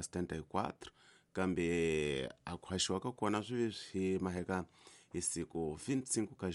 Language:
Tsonga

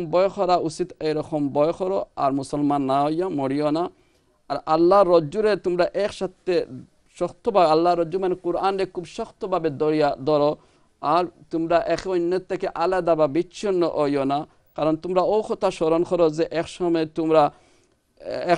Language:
Bangla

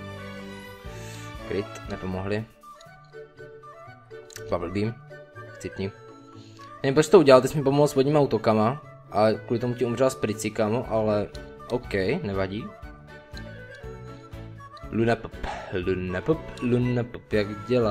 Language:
Czech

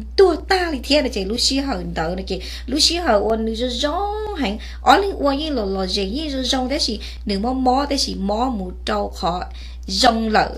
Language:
Hmong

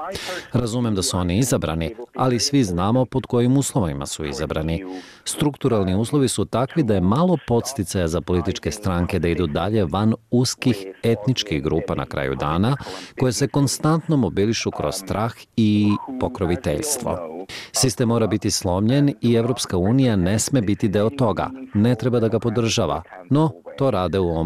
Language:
Serbian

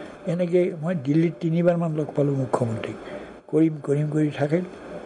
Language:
Assamese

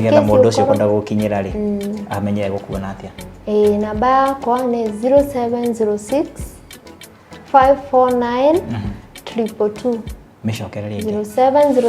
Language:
Kikuyu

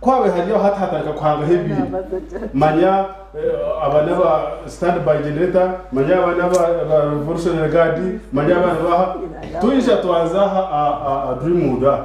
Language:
Nyankole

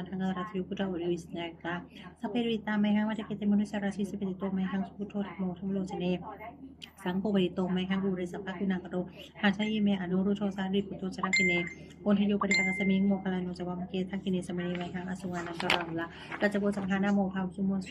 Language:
Pali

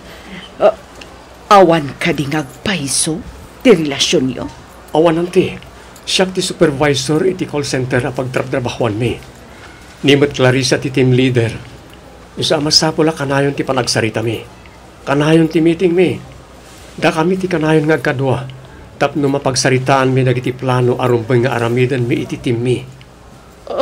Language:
Iloko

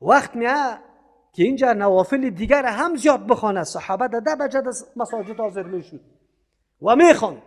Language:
Persian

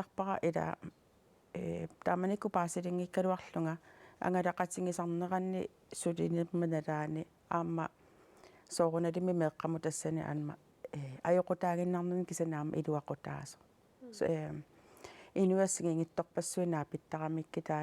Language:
Kalaallisut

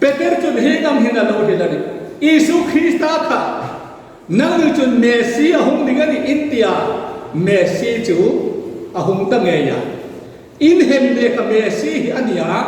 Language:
Hmar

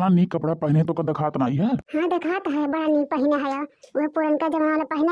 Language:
Awadhi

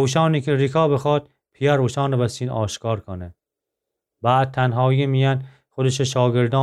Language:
Gilaki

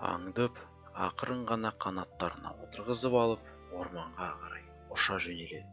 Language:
Kazakh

